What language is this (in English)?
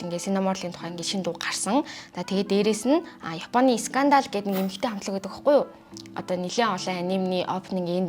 Mongolian